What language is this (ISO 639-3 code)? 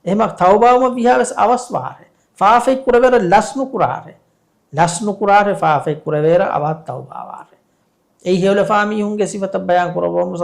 div